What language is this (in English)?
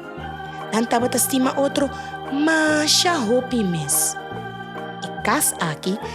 Papiamento